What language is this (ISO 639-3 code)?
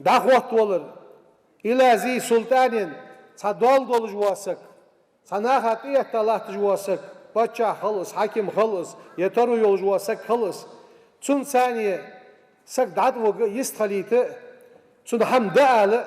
inh